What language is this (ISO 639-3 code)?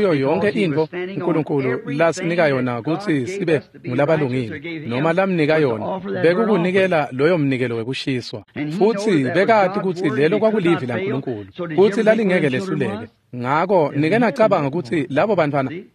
ssw